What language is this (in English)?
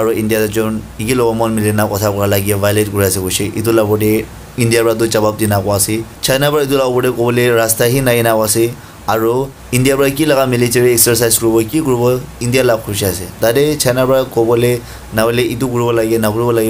Naga Pidgin